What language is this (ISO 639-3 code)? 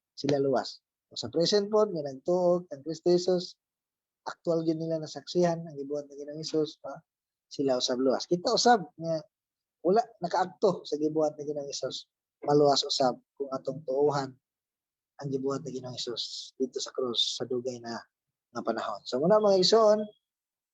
ceb